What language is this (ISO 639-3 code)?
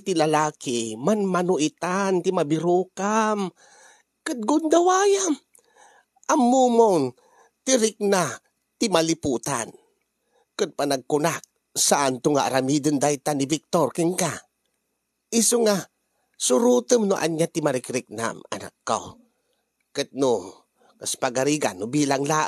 ilo